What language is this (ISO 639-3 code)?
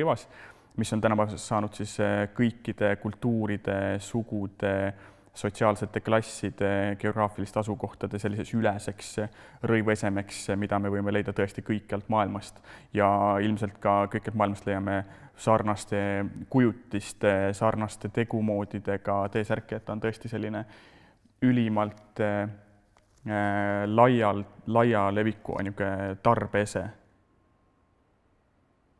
est